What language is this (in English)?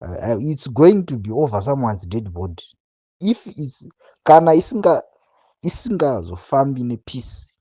Shona